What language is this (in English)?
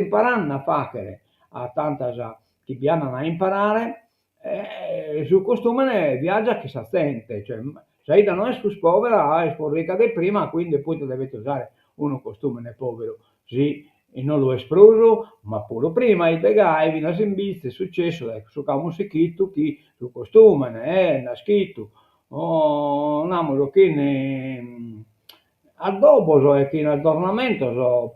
Sardinian